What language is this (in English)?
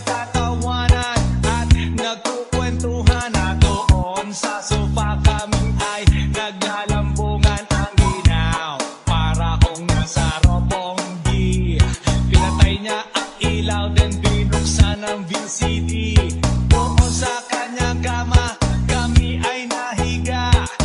Filipino